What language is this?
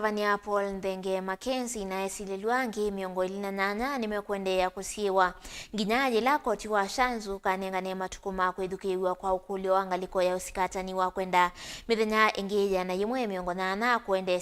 Kamba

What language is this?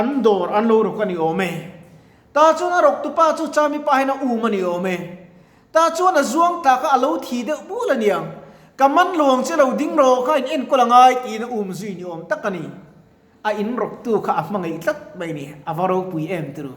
Mizo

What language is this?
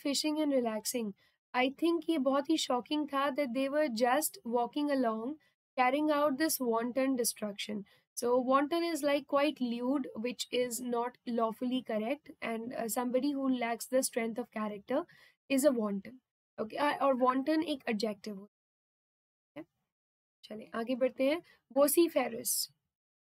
Hindi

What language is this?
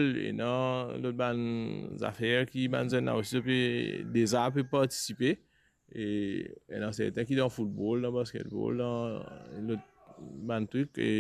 Morisyen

